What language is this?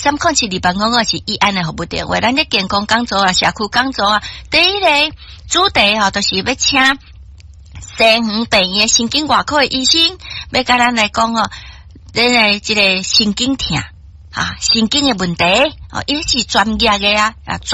Min Nan Chinese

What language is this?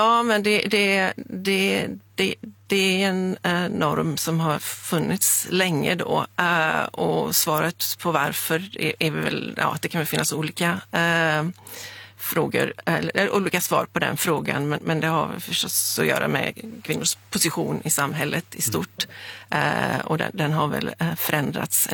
Swedish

